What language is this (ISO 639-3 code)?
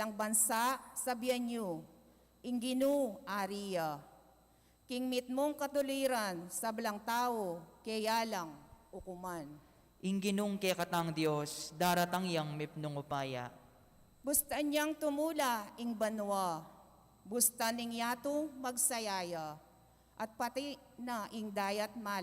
pam